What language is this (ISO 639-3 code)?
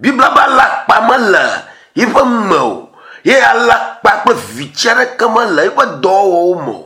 ewe